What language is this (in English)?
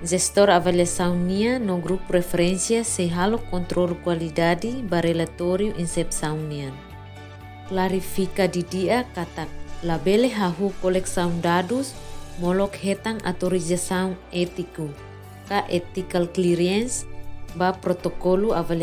Tetum